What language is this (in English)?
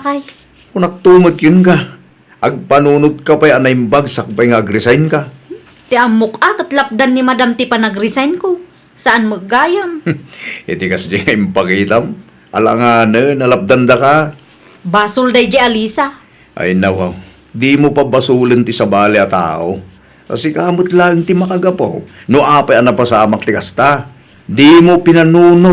Iloko